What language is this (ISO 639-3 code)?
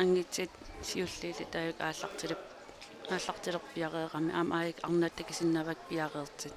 kal